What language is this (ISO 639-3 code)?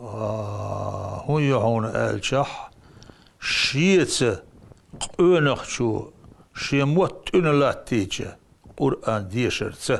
che